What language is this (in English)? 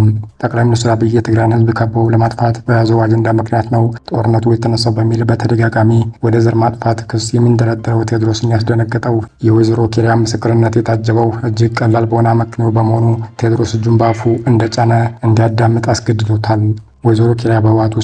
Amharic